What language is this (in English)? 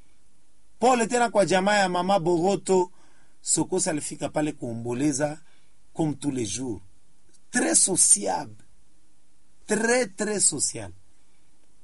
Swahili